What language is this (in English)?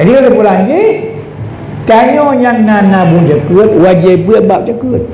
Achinese